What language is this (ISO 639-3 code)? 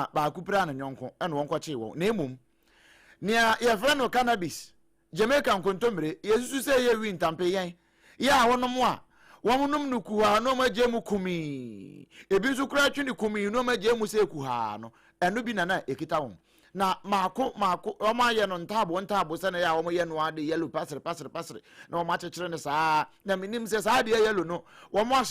aka